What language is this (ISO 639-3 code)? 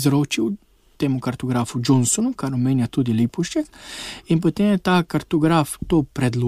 slv